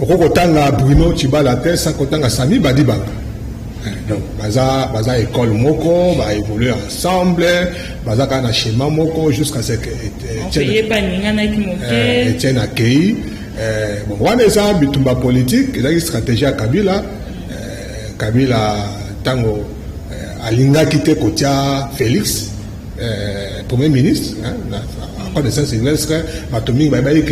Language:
Lingala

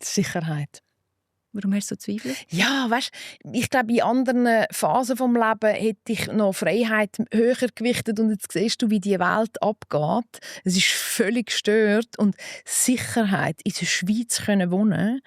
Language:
Swiss German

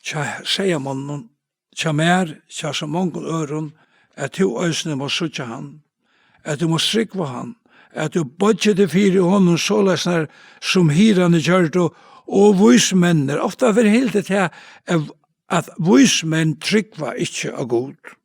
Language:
Faroese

